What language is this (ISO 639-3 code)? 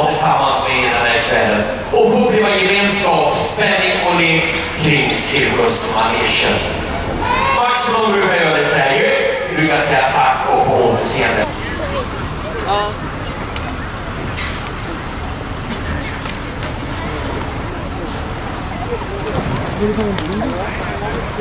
swe